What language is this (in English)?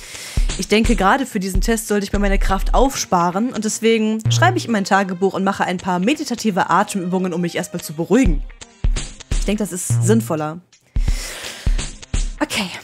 German